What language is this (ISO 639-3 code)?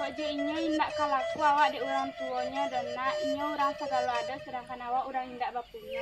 min